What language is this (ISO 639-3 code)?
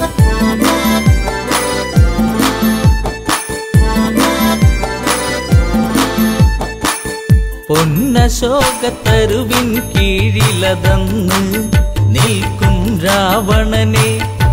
mal